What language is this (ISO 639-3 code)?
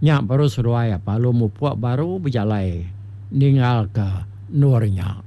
iba